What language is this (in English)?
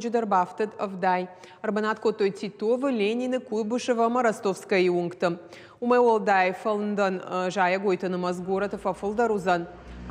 Ossetic